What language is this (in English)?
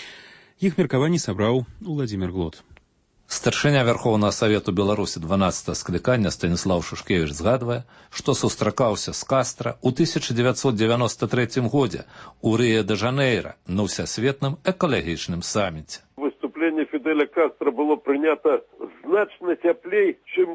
Belarusian